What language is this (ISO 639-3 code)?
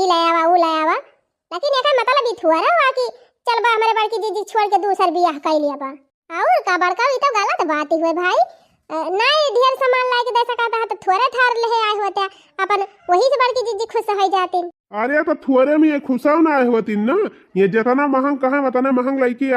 awa